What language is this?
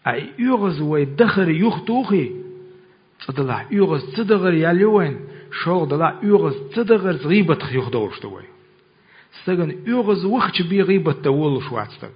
Chechen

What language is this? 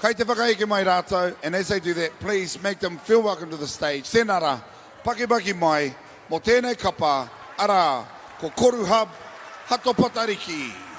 Māori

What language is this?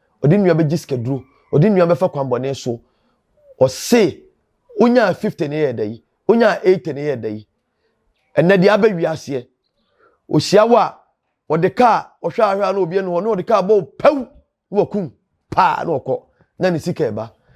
Akan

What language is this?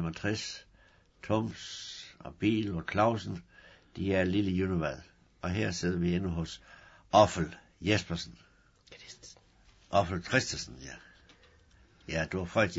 Danish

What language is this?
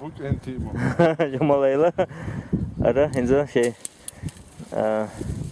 Chechen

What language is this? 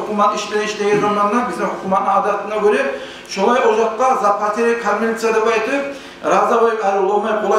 Kumyk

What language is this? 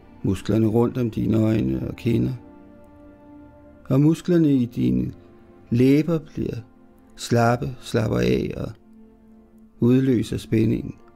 Danish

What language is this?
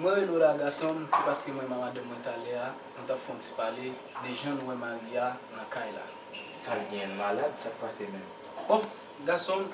Haitian Creole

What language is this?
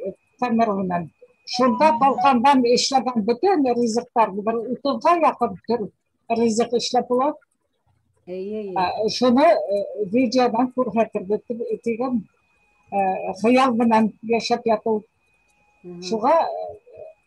Bashkir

